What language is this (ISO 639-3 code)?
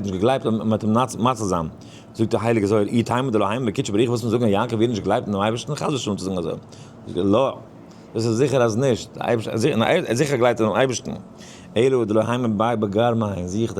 yid